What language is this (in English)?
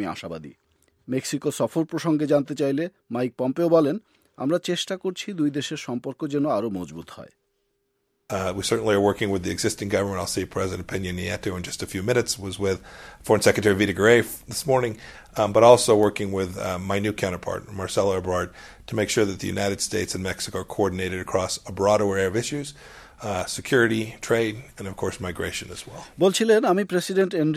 Bangla